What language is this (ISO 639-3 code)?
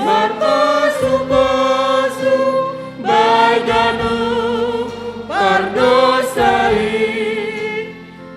bts